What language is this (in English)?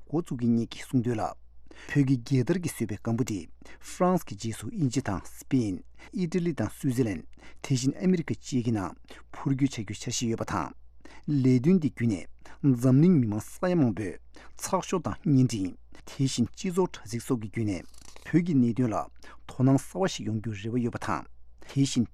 Tibetan